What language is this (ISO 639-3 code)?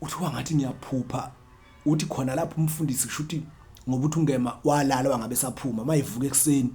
zul